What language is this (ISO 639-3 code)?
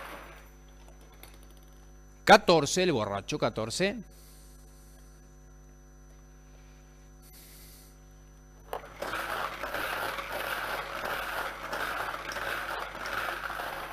spa